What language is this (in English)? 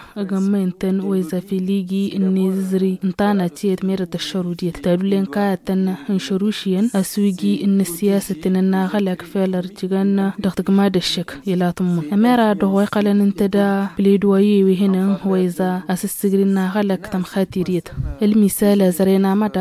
Tamasheq